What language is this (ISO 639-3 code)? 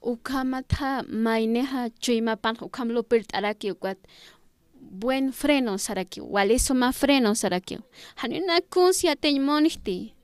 aym